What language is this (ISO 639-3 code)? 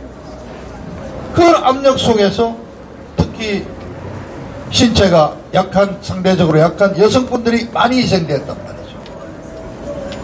kor